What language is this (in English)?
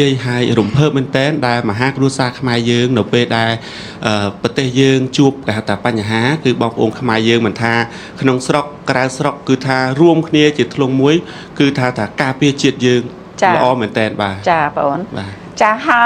Khmer